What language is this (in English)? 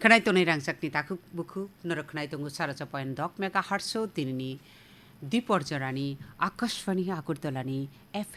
Kok Borok